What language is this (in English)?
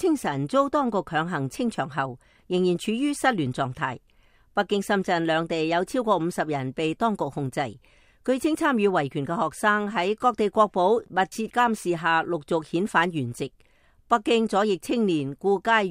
Cantonese